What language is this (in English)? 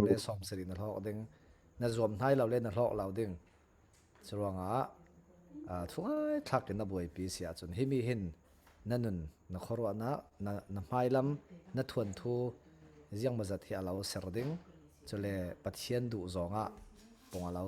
Falam Chin